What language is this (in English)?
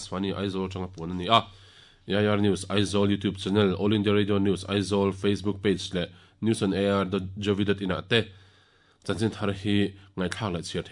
Mizo